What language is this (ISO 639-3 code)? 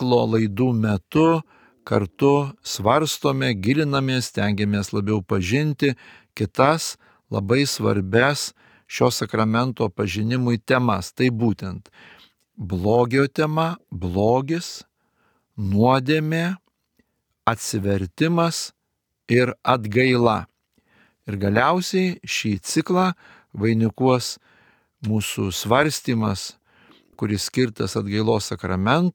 lit